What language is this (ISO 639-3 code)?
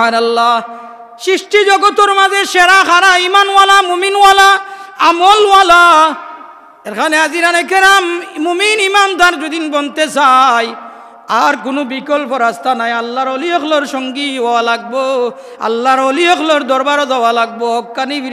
syl